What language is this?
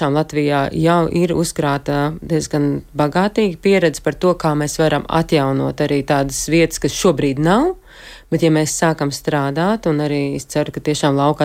Latvian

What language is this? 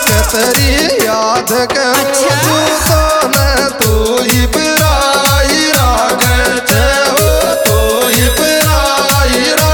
Hindi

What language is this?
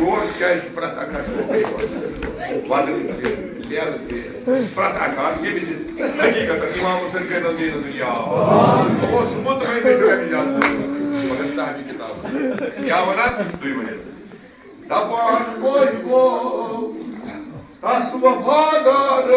Kashmiri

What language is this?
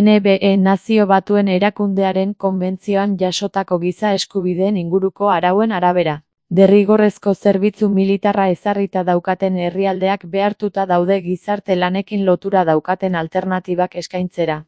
Basque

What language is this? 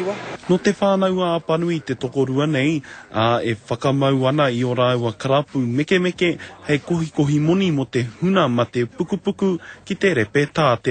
Māori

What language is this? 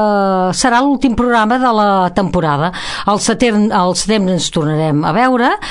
Catalan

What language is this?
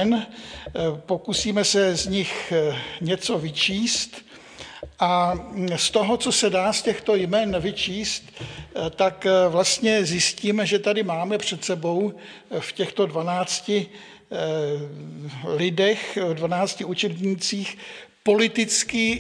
Czech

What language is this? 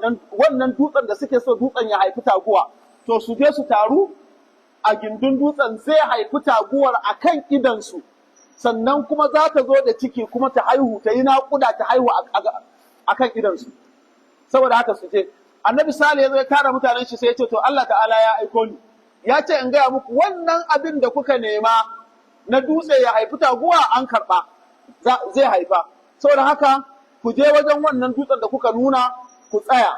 Hausa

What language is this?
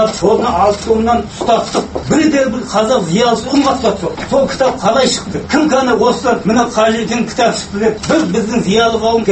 Kazakh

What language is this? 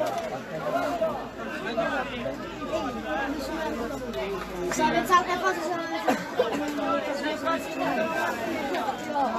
Italian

